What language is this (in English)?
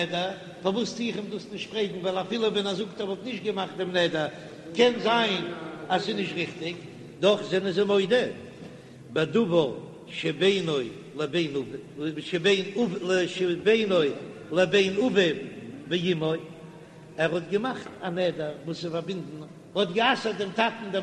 Yiddish